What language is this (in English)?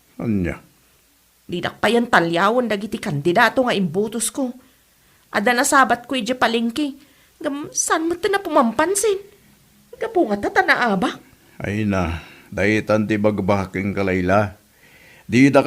Iloko